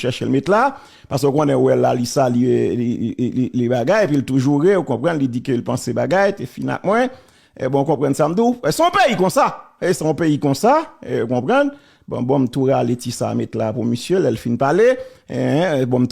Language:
Haitian Creole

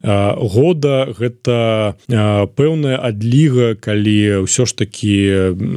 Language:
Belarusian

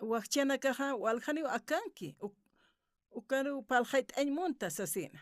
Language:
Aymara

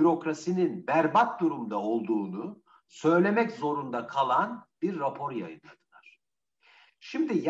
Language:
Turkish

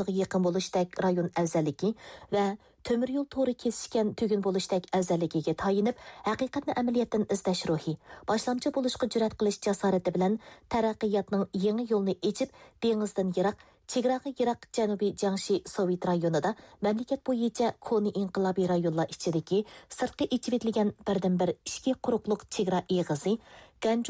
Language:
Uyghur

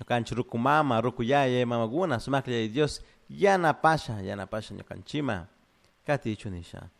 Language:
Chimborazo Highland Quichua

